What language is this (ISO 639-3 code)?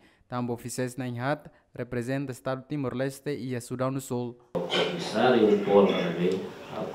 tet